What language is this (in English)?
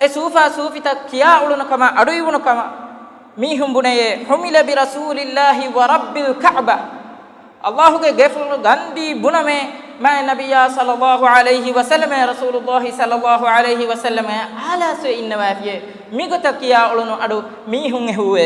Divehi